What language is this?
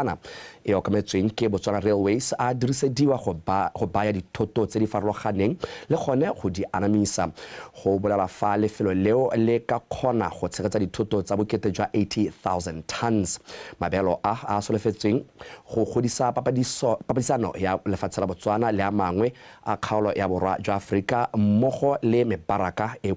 Tswana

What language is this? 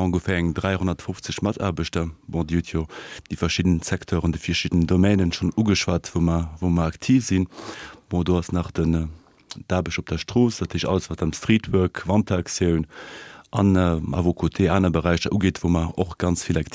Luxembourgish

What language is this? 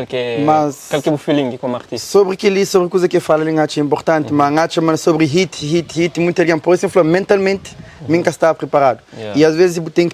Kabuverdianu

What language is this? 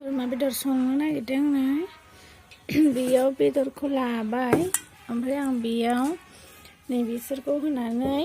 Bodo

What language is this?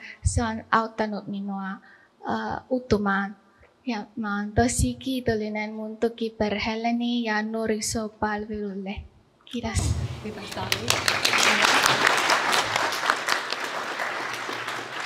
Finnish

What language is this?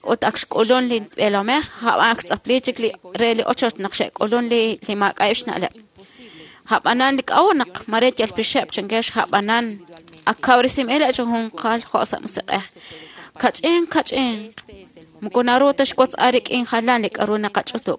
Kekchí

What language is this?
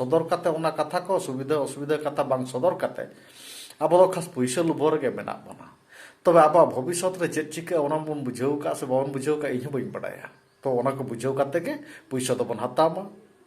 Santali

